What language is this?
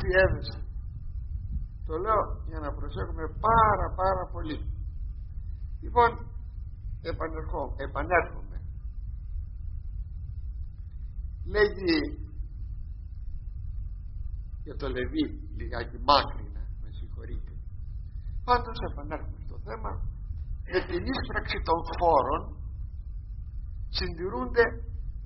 Greek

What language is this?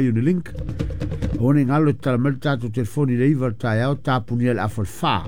Samoan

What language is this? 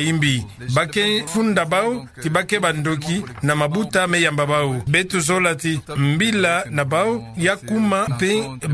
Kituba (Democratic Republic of Congo)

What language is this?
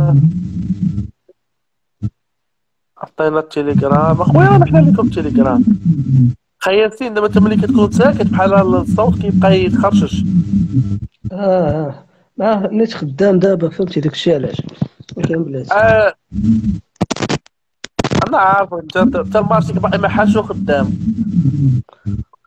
Moroccan Arabic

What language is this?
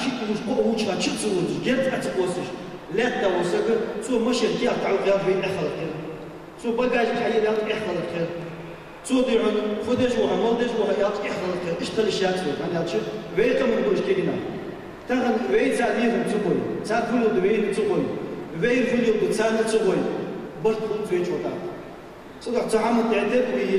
Ingush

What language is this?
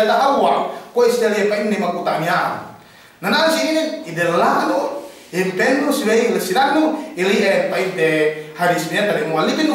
Yakan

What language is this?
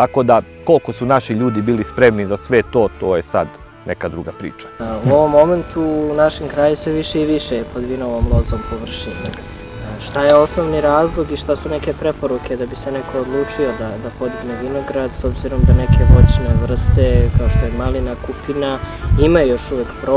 Serbian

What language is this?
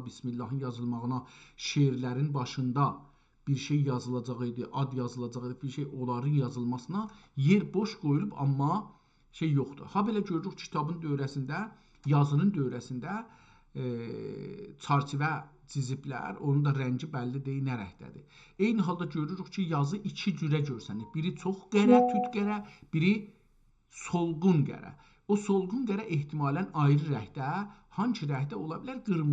South Azerbaijani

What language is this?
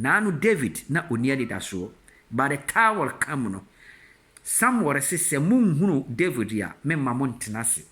Akan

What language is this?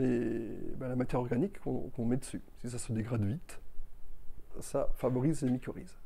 French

